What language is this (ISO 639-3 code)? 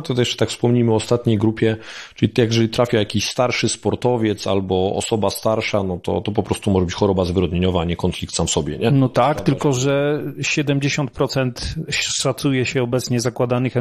pol